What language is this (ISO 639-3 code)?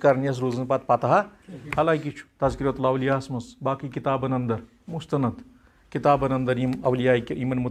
kas